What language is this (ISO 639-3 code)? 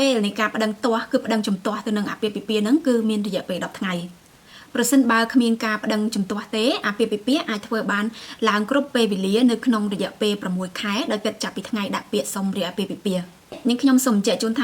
khm